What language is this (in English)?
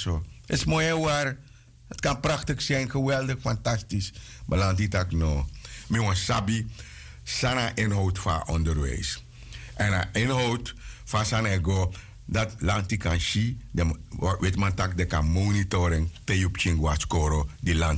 Sranan Tongo